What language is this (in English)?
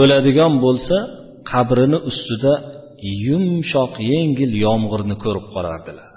Uzbek